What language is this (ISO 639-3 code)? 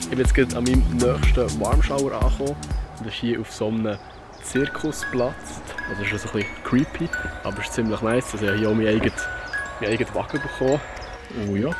gsw